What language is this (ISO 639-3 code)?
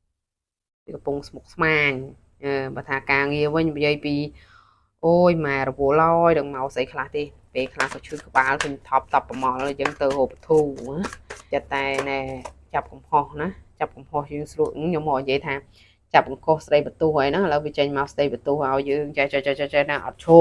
khm